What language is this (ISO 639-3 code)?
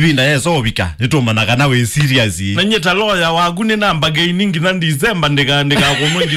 kam